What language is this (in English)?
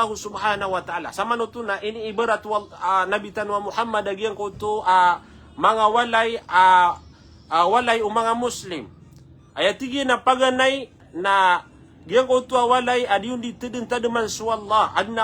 Maranao